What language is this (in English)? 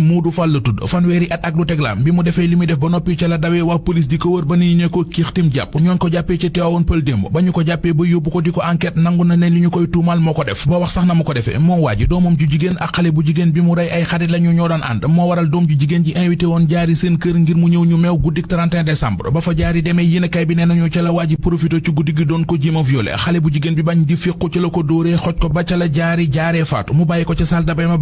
Wolof